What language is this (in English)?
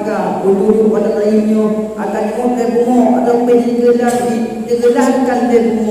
Achinese